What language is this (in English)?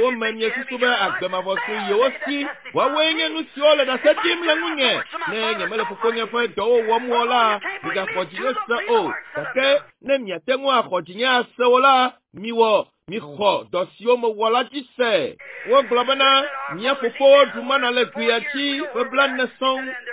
Ewe